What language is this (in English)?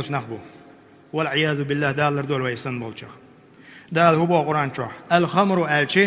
Chechen